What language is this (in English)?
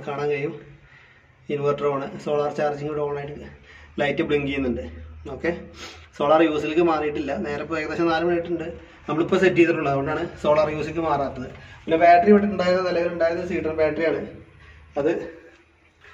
Malayalam